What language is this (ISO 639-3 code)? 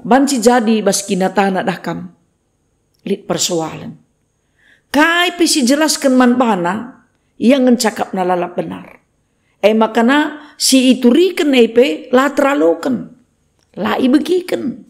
btx